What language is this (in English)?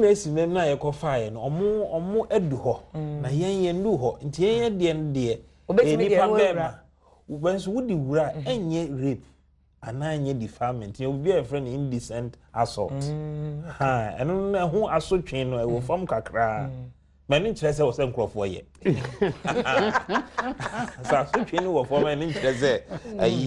Akan